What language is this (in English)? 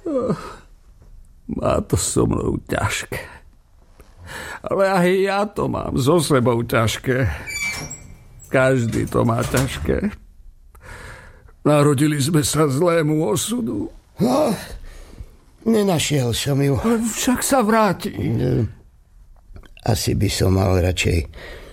Slovak